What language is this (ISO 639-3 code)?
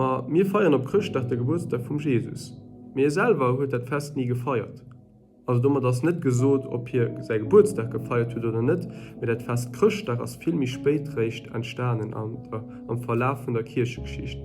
ltz